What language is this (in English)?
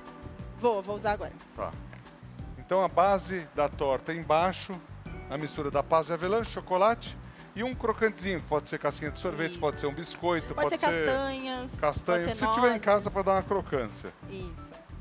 Portuguese